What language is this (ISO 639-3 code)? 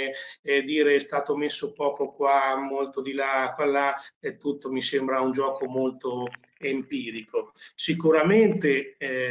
ita